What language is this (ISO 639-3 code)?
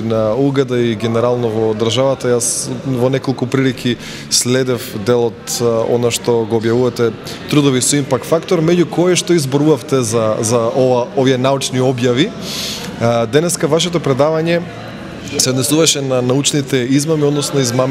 mkd